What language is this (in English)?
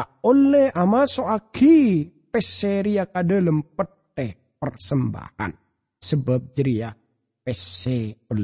Madurese